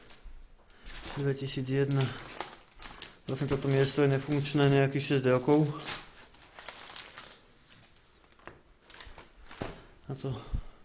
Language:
Slovak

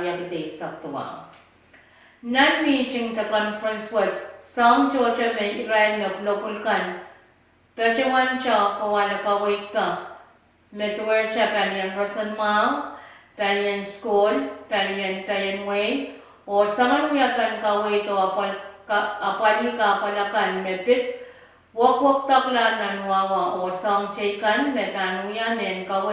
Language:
Pohnpeian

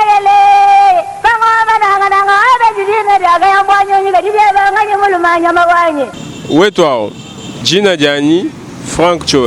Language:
Luba-Lulua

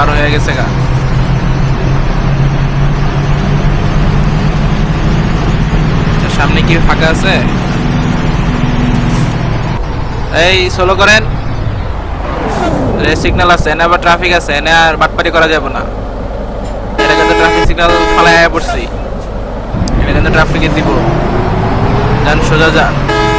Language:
Bangla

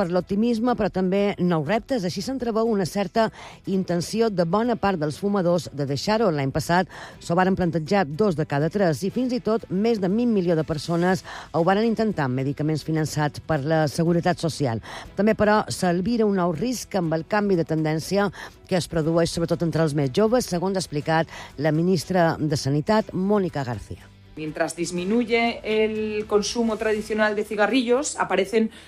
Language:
Catalan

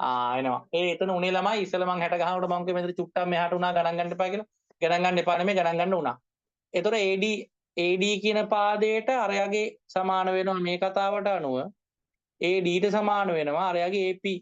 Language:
Sinhala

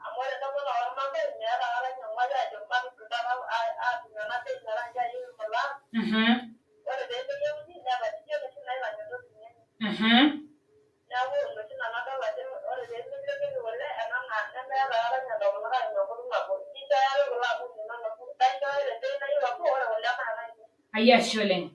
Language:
Masai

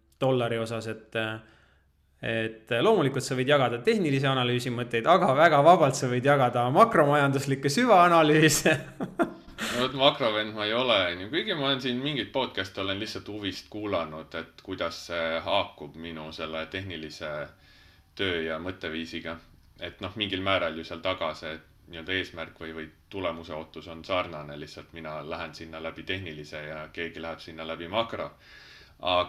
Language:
Estonian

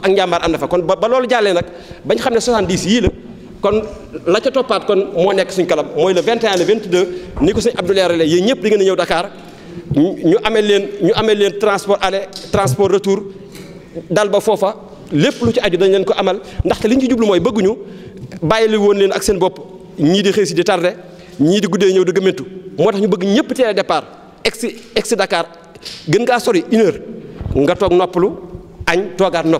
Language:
Wolof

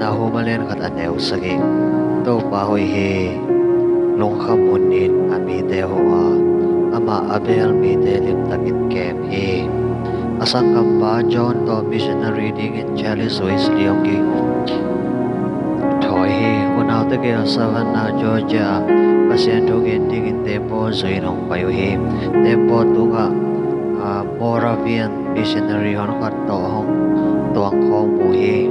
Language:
Tedim Chin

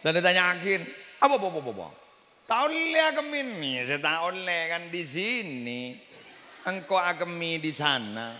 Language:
Madurese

